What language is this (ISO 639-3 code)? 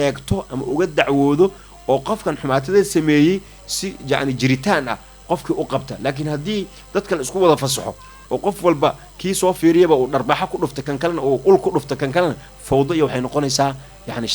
som